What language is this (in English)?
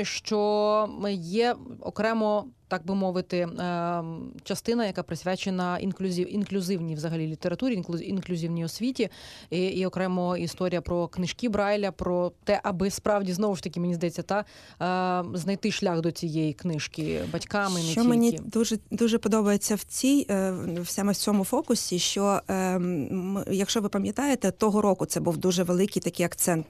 Ukrainian